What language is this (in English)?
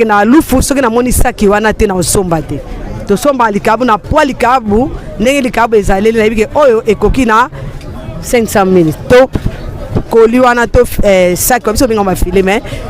Lingala